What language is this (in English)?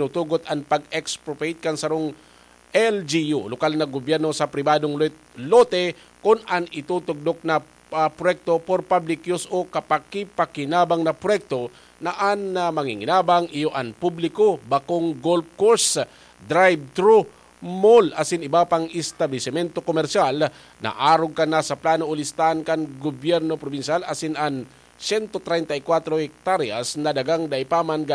Bikol